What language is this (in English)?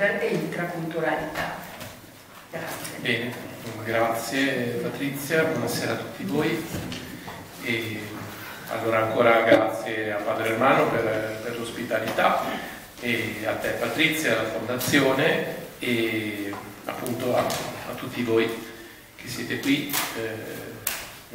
Italian